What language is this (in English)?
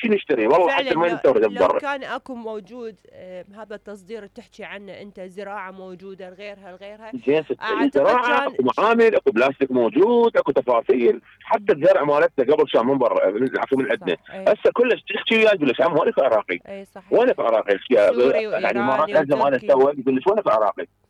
Mesopotamian Arabic